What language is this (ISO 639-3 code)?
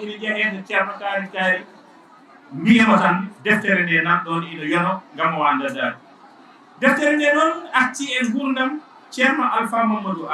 ful